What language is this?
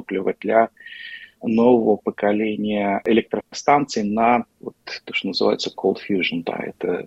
Russian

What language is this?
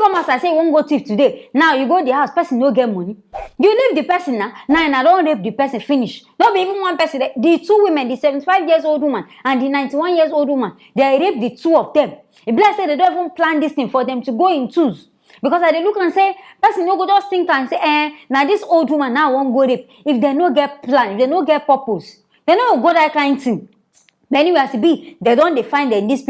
Nigerian Pidgin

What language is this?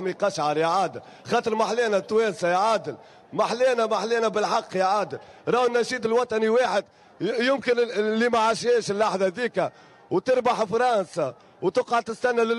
Tunisian Arabic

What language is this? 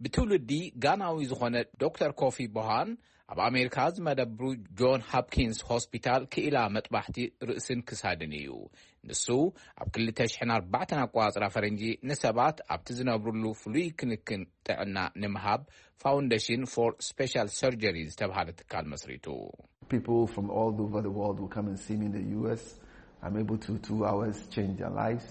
Tigrinya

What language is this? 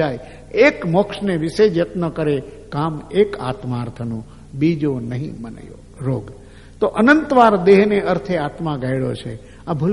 Gujarati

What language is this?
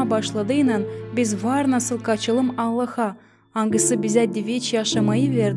Gagauz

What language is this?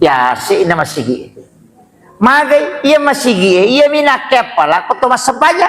Buginese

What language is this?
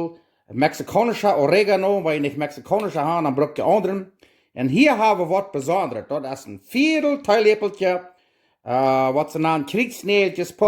Plautdietsch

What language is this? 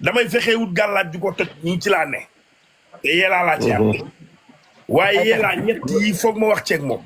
Wolof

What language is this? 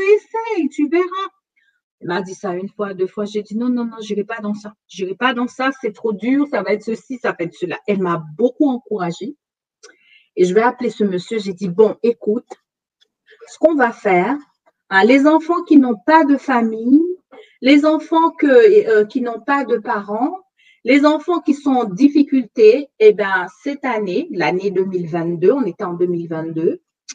French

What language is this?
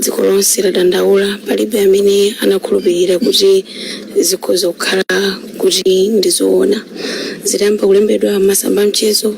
Nyanja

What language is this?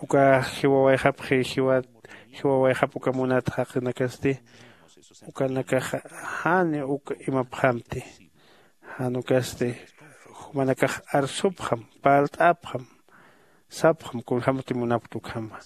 Aymara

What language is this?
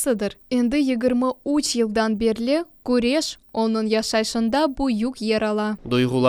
Crimean Tatar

